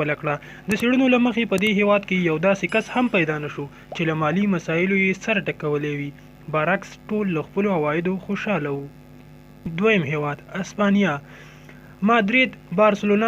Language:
Pashto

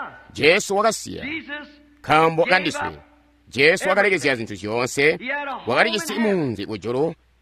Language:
Tonga (Zambia)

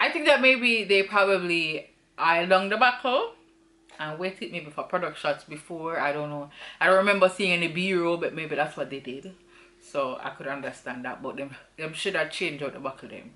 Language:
Jamaican Creole English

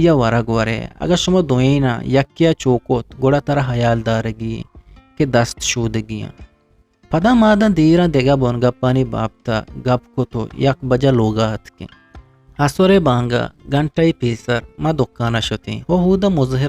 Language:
Eastern Balochi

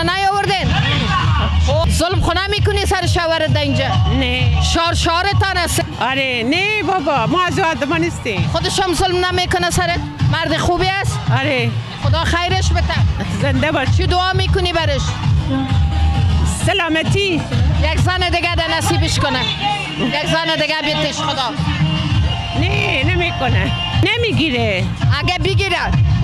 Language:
Persian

